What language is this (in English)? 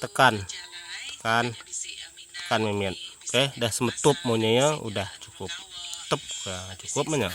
Iban